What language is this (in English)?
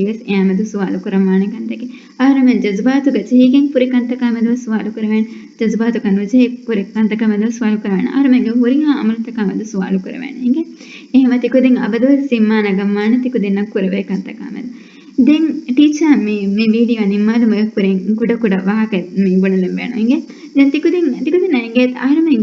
Divehi